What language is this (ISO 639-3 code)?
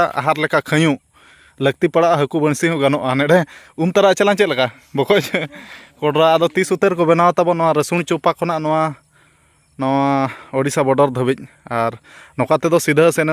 sat